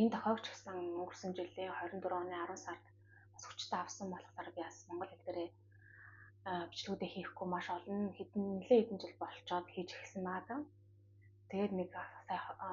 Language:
Mongolian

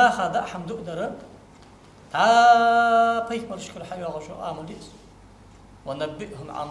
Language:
Ingush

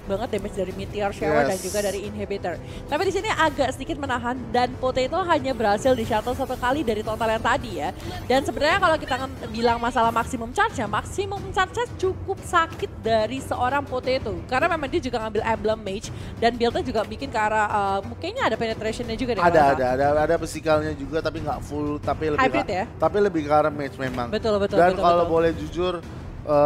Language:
Indonesian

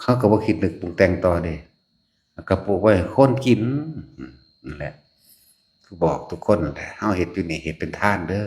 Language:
Northeastern Thai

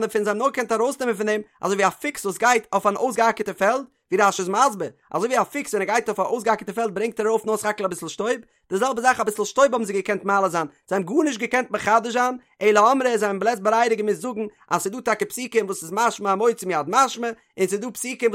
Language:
Yiddish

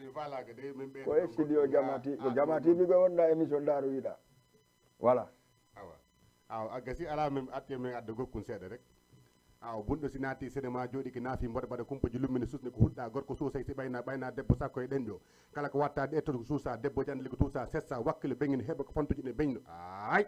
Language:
Fula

